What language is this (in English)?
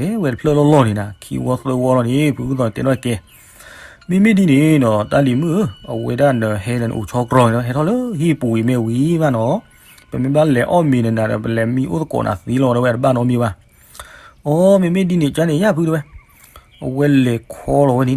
S'gaw Karen